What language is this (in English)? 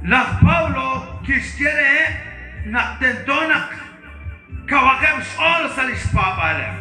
Kekchí